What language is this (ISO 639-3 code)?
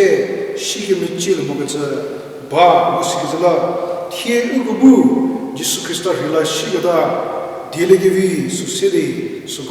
njm